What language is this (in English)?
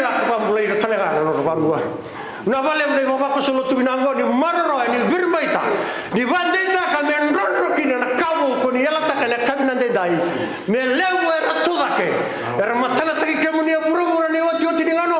Fijian